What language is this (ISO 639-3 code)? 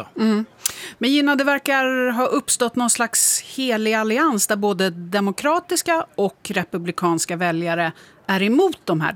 swe